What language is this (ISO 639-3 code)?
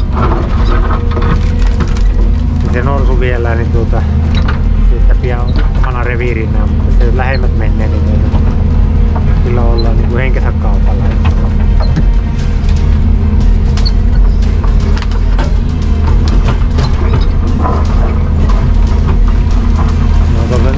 fin